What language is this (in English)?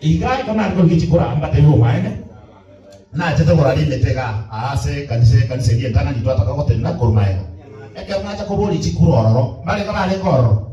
Gusii